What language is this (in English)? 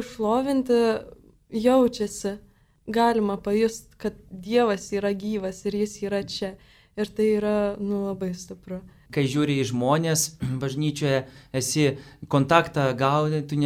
Lithuanian